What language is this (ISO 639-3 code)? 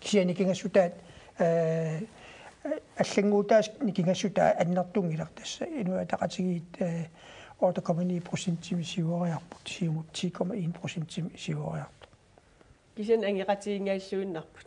kal